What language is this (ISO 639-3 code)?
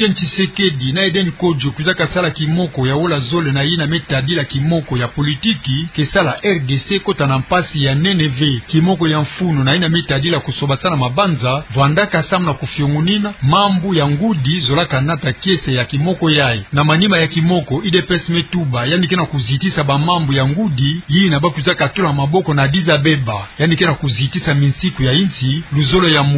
ktu